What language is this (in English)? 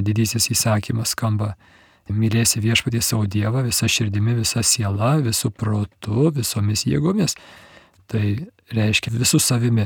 Lithuanian